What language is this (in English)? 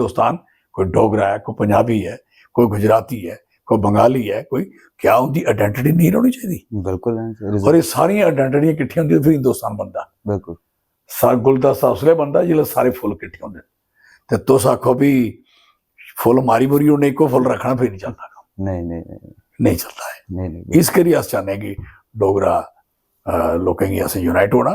Dogri